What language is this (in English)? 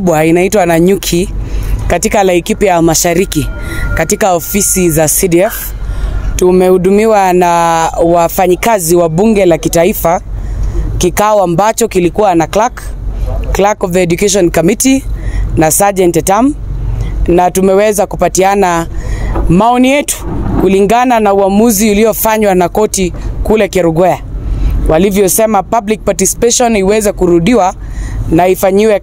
Swahili